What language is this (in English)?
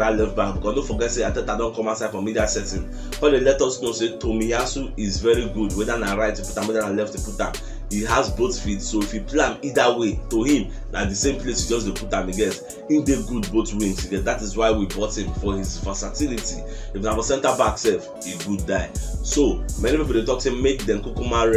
Nigerian Pidgin